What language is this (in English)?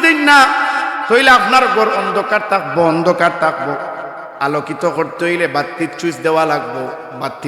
Sylheti